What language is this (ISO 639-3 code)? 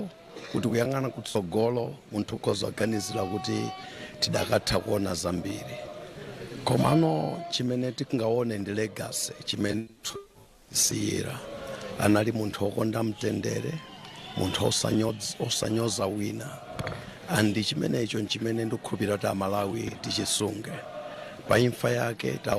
nya